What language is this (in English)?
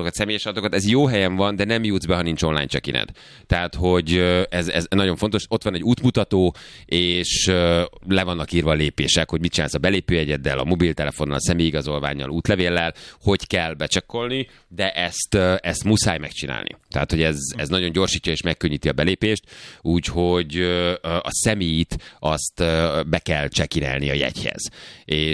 Hungarian